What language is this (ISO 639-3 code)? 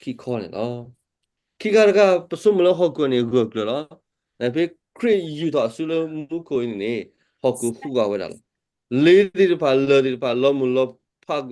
ksw